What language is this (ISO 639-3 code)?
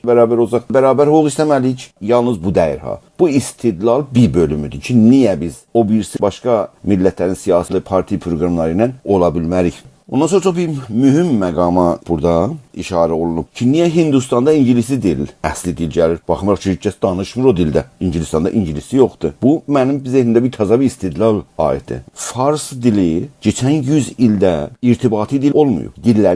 azb